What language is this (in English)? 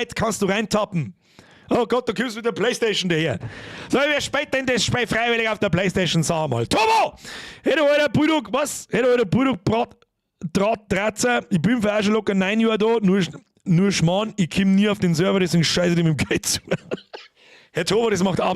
Bavarian